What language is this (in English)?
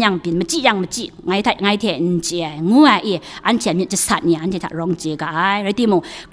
Kachin